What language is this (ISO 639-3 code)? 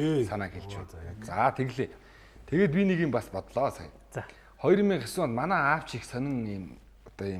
mon